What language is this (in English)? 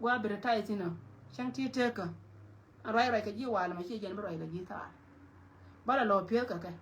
Nuer